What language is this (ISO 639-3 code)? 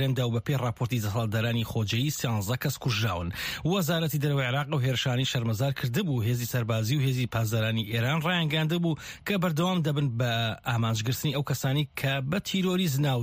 ckb